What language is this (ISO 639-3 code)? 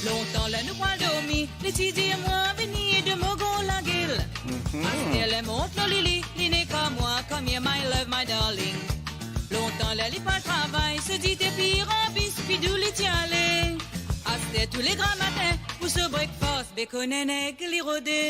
mfe